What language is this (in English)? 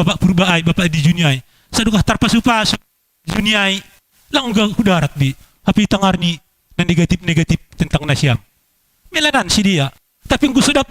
Batak Simalungun